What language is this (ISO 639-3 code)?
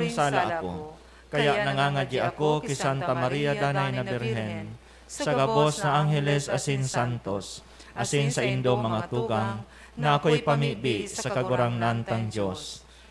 bik